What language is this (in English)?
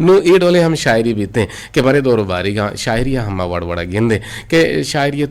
Eastern Balochi